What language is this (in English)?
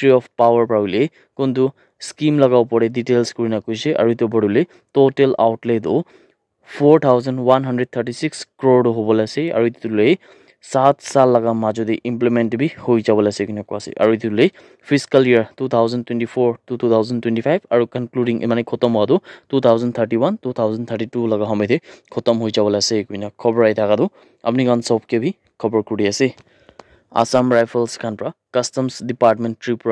Naga Pidgin